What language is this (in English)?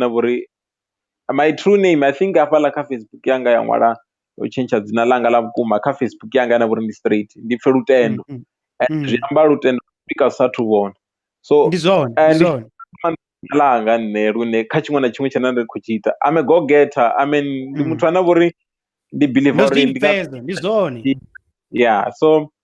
Venda